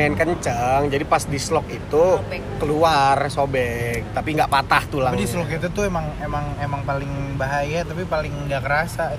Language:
Indonesian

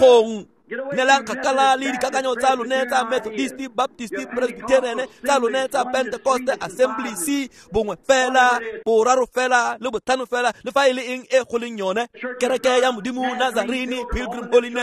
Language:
Tswana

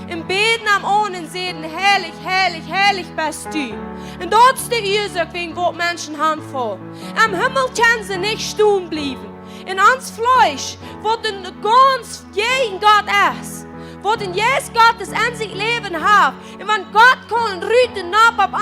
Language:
Plautdietsch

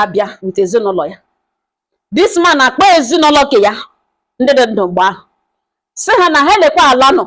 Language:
Igbo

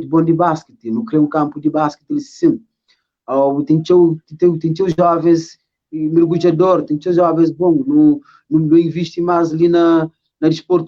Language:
Kabuverdianu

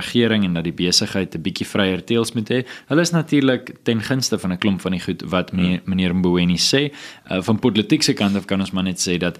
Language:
Afrikaans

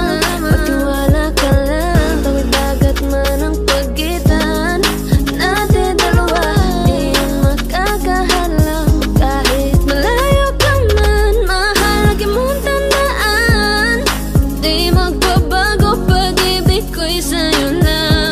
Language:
Filipino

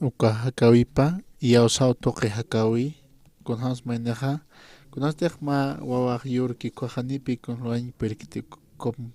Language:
Aymara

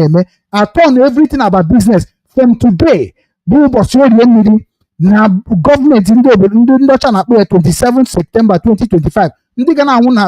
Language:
Igbo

